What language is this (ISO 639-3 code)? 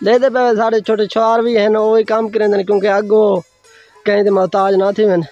skr